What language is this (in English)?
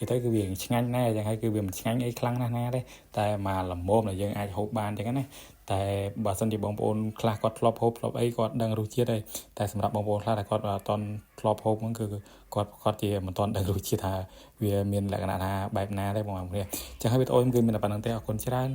Khmer